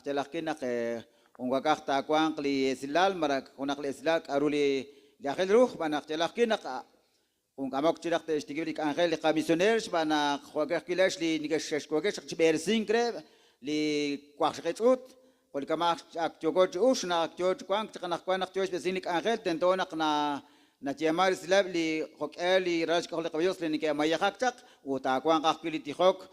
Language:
Kekchí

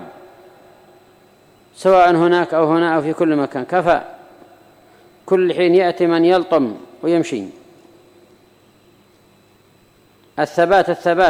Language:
Arabic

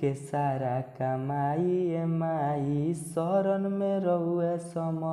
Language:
Bhojpuri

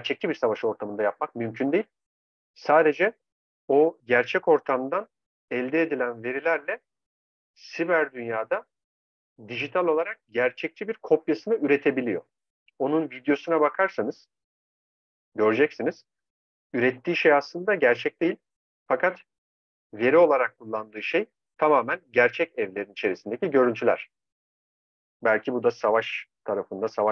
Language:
Turkish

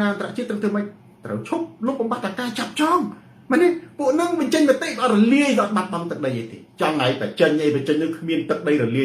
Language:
Khmer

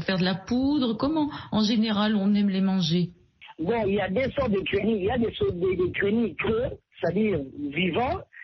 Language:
French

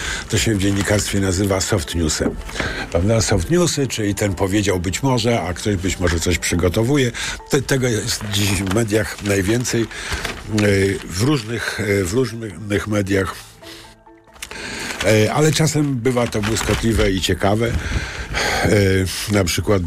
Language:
Polish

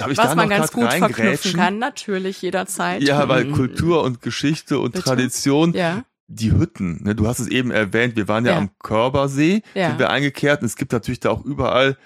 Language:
German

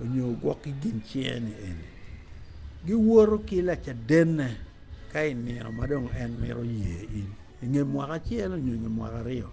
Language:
Acoli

